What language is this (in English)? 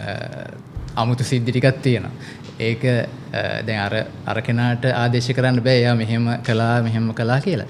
Sinhala